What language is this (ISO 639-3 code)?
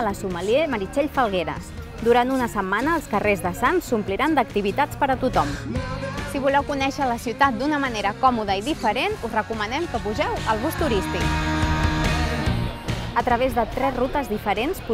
cat